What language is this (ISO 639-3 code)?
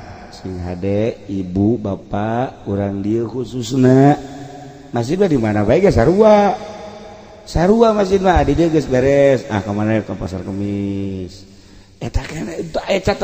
sun